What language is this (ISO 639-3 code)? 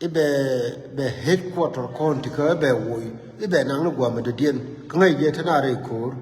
nus